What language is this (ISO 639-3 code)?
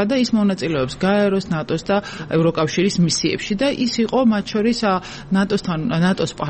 kat